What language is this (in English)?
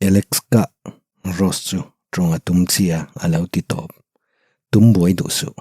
Mizo